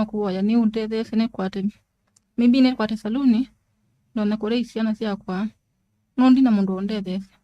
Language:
Kamba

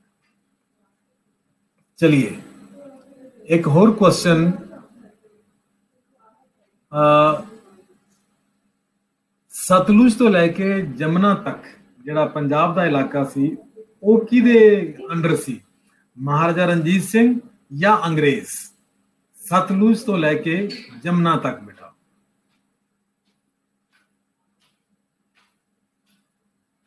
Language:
Punjabi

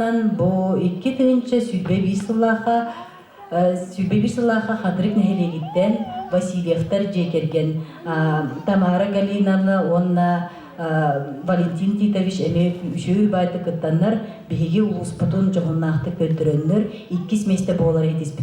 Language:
Yakut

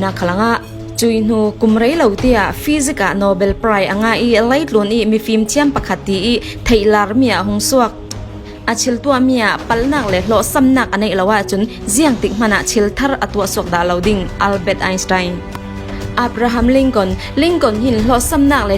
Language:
Falam Chin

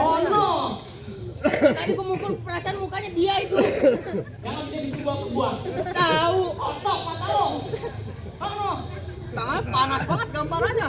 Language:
Betawi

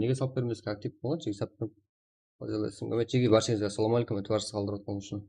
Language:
Kara-Kalpak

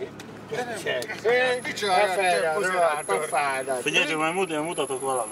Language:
Hungarian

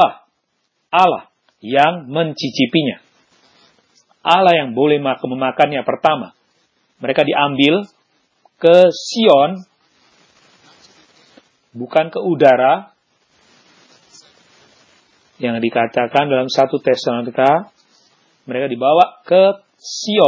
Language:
Indonesian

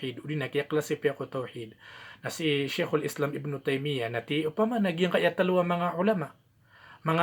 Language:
Maranao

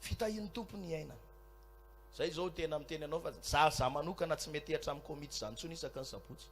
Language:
Malagasy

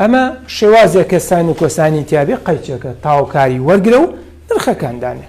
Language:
Central Kurdish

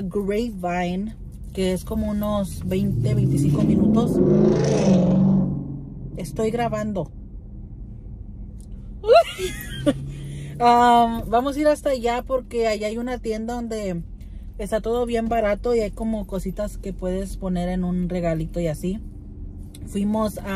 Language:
Spanish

